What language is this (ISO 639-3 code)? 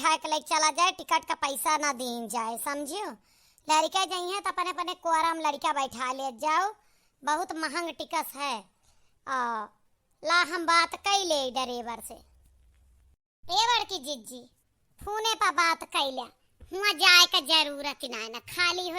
awa